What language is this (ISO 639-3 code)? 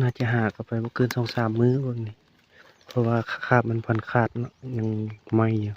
tts